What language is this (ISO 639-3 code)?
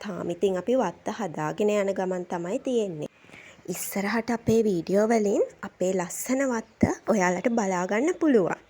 sin